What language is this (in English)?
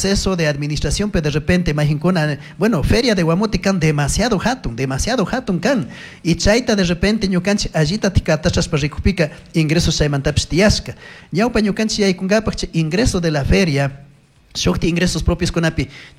Chimborazo Highland Quichua